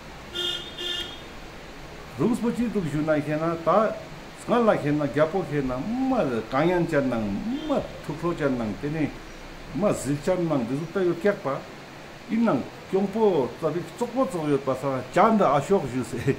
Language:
Ladakhi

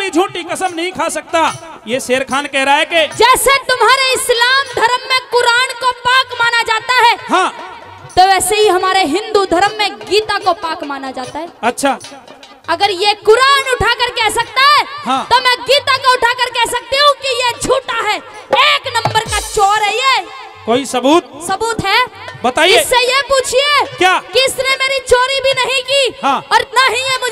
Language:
Hindi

